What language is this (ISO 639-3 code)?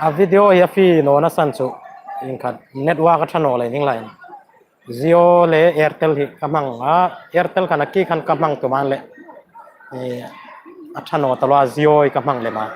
hmr